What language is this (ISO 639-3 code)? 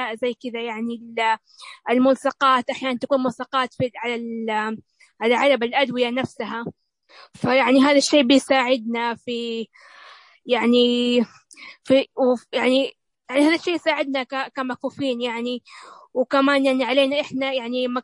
ars